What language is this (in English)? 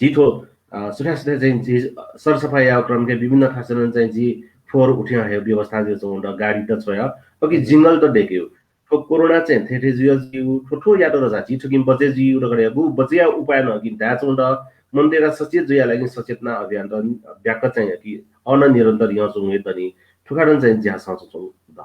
Newari